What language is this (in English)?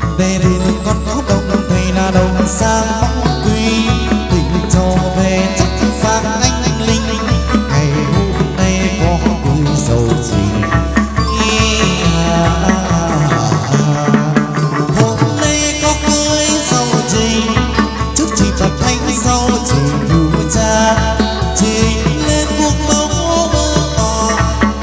Vietnamese